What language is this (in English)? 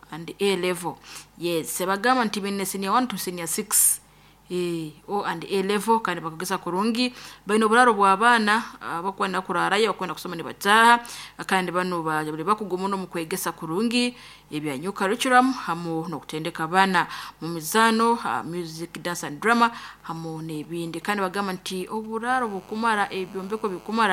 Nyoro